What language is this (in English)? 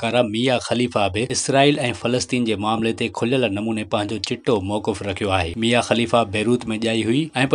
Sindhi